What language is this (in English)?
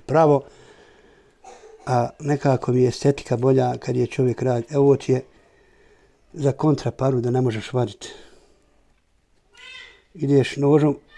Bosnian